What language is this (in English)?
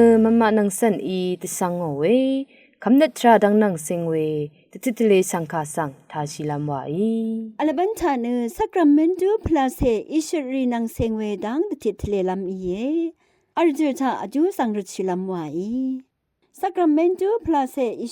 Rawang